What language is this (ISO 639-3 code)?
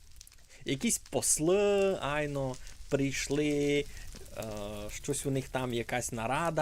rue